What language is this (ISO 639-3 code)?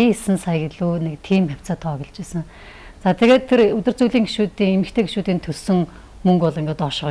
mon